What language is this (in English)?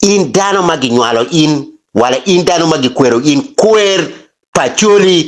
Acoli